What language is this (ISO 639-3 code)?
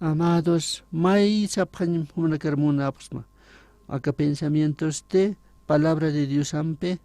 aym